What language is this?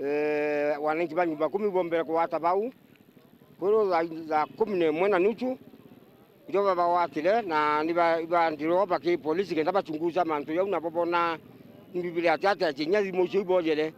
Meru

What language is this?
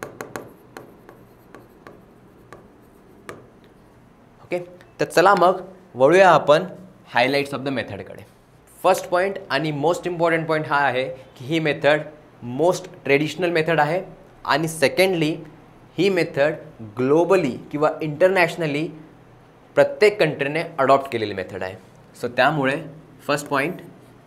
Marathi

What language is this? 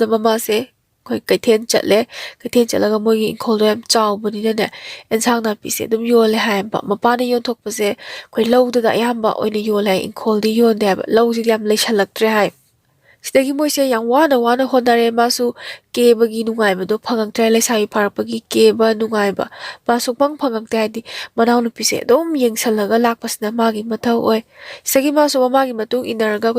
Manipuri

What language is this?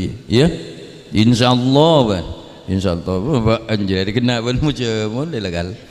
Madurese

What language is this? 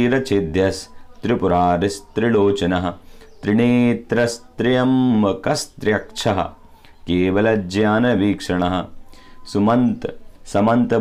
Sanskrit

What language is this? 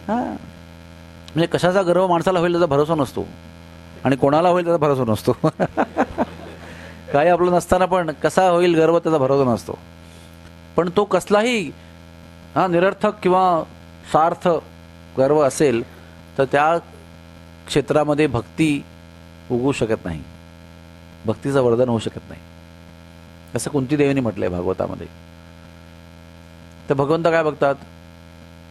Marathi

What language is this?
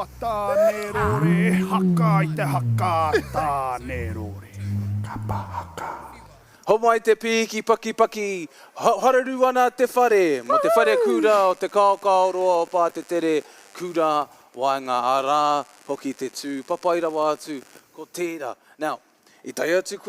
Māori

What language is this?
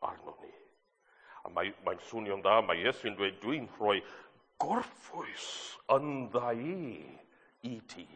Welsh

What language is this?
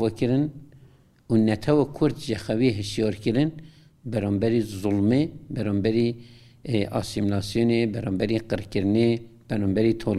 Kurdish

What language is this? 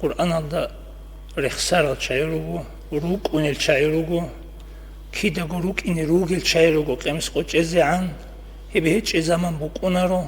Avaric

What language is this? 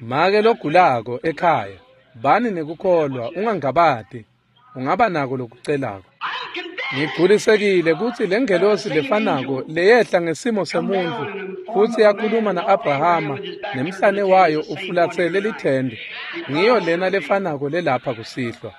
Swati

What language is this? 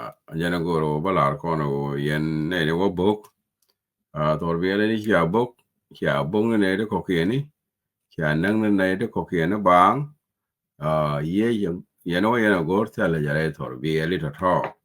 Nuer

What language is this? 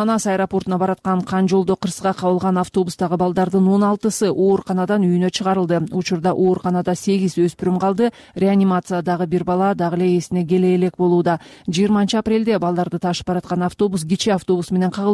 Kyrgyz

